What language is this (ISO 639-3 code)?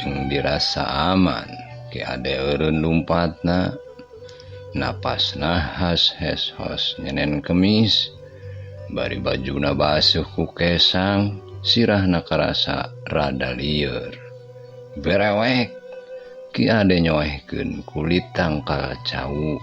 sun